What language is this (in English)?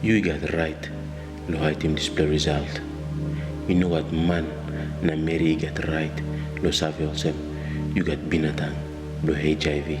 Tok Pisin